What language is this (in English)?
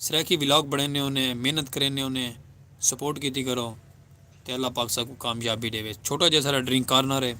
Saraiki